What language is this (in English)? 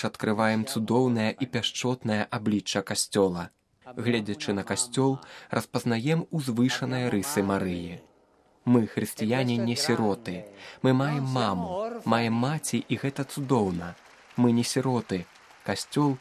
Belarusian